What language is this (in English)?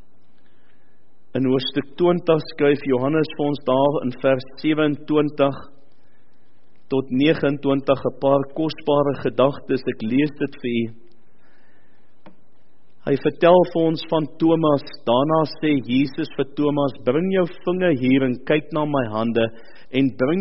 Afrikaans